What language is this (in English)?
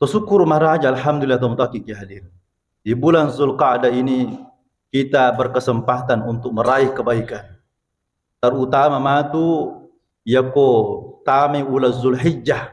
Buginese